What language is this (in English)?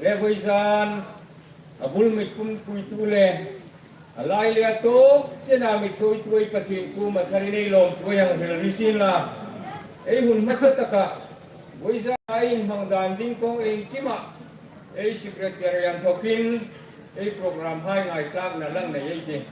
Hmar